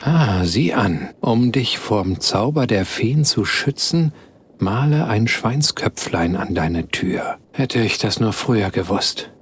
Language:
Bavarian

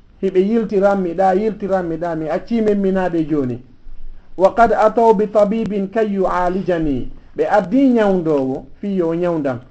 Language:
Fula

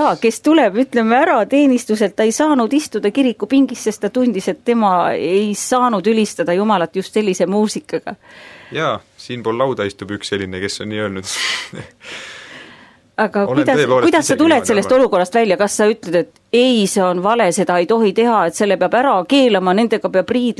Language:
Estonian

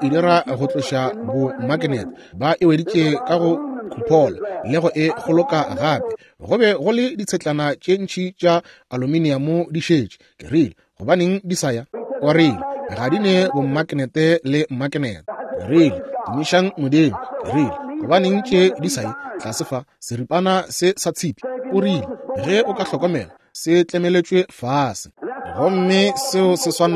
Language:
Northern Sotho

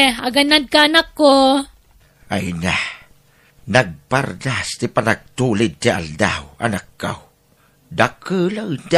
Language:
Iloko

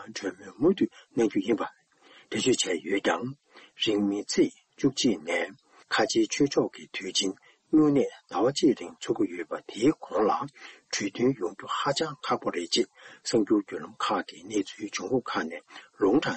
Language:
Tibetan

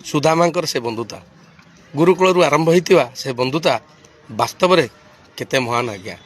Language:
Odia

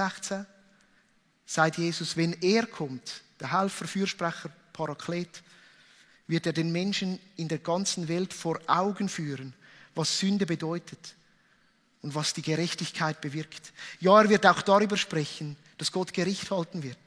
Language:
Swiss German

